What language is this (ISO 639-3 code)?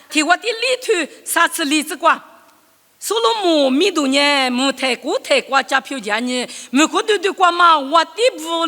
lis